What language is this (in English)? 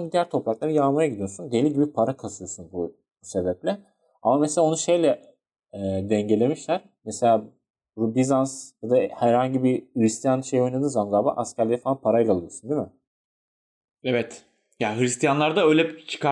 Turkish